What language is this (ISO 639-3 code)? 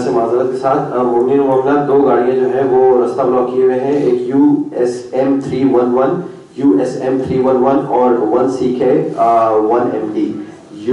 urd